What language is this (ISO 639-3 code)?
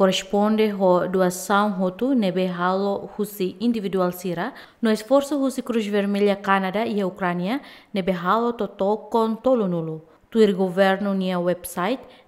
tet